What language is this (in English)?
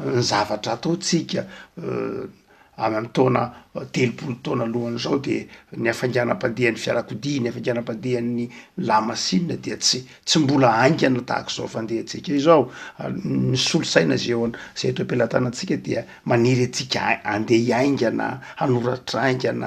Malagasy